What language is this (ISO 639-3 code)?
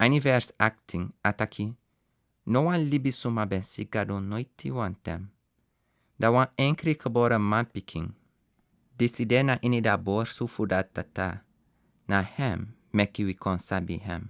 srn